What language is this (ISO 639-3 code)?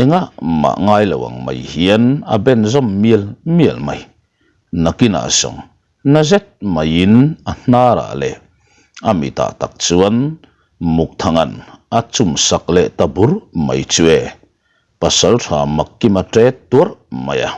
lus